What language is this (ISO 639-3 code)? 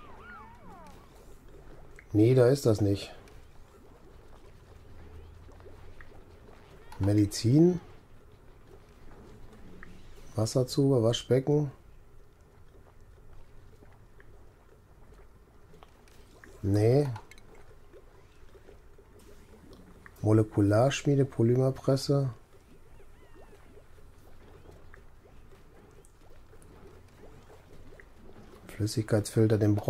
deu